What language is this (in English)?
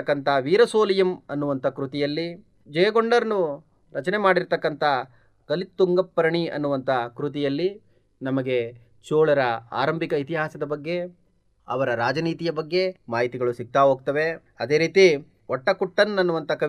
Kannada